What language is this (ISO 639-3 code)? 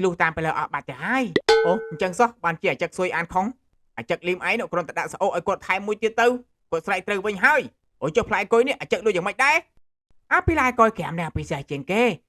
khm